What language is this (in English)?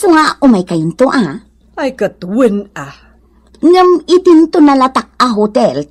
Iloko